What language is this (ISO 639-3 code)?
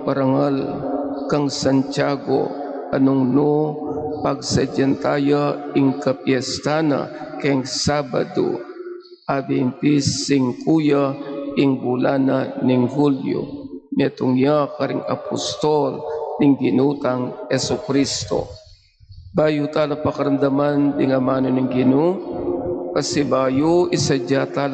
pam